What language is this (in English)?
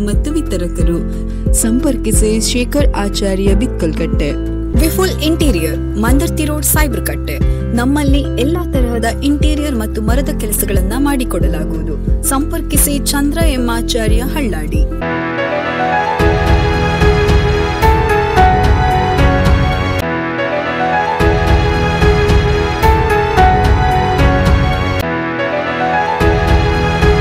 Kannada